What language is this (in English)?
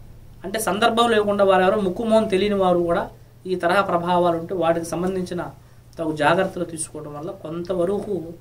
Telugu